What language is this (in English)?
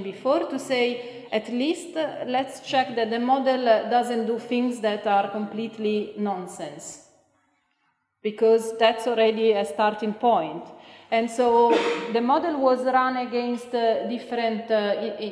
English